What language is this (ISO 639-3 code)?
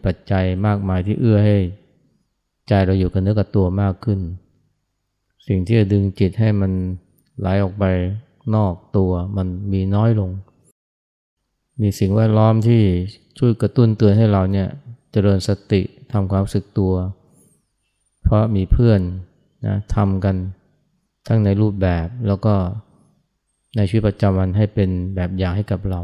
tha